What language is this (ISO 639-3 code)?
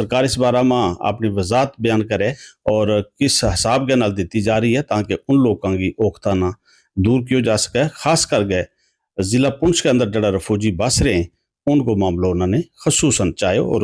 gju